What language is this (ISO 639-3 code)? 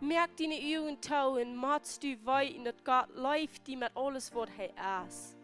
pdt